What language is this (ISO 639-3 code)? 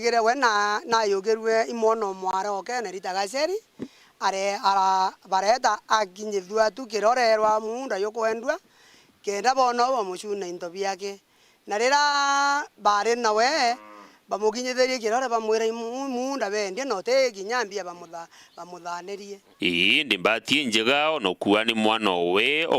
mer